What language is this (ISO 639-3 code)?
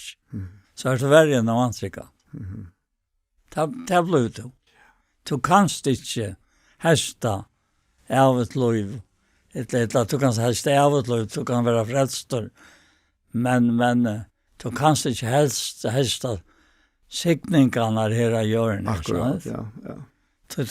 fao